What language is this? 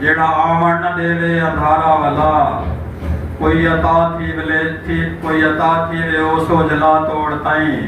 Saraiki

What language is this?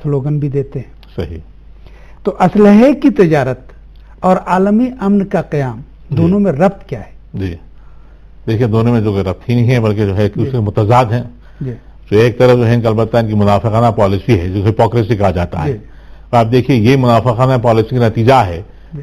Urdu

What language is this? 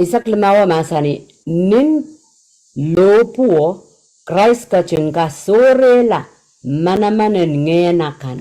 Pohnpeian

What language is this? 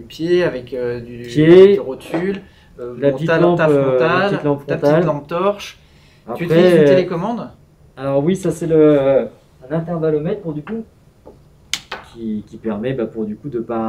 French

